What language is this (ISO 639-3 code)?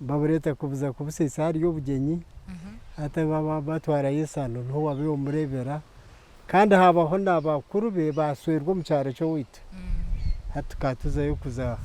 nyn